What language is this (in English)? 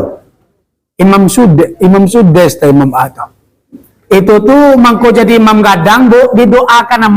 Minangkabau